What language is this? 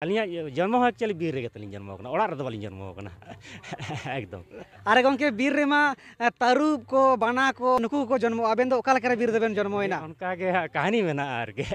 Santali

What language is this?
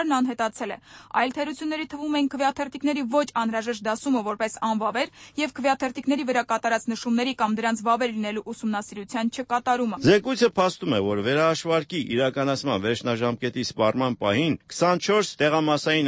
Armenian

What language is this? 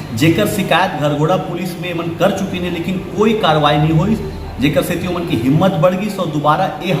Chhattisgarhi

